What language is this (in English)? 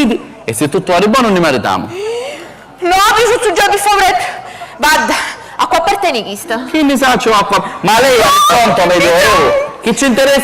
Sicilian